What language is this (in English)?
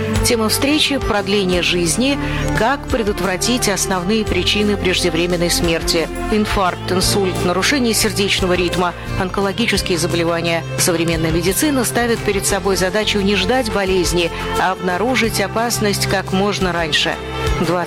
Russian